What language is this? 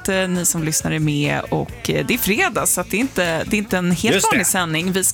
Swedish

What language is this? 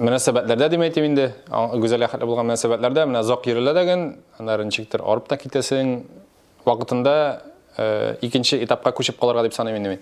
Tatar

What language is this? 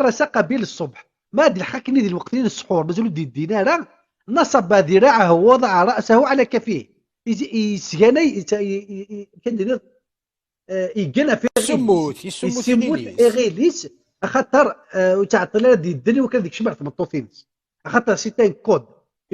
Kabyle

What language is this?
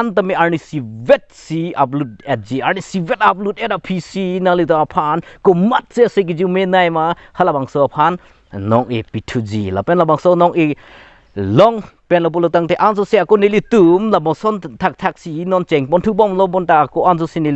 Karbi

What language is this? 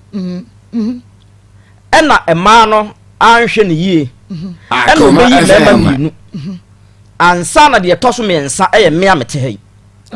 Akan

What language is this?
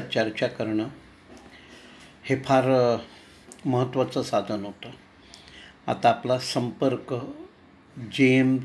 Marathi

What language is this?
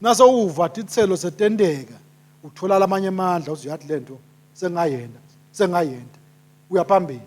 Swati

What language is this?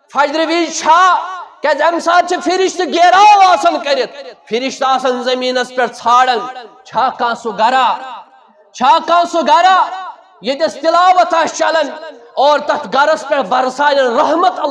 Kashmiri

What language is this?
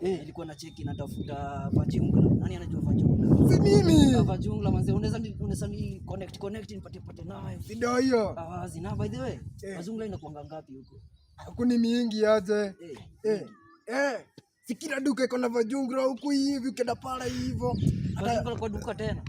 Swahili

